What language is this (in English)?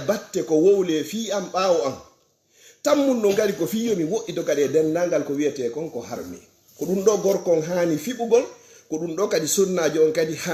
Fula